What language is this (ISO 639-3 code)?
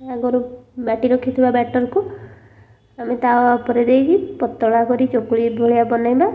ori